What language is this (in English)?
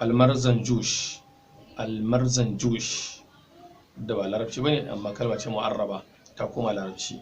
Hausa